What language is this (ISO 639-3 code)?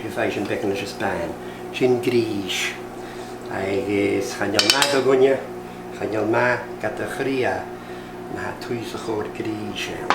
gla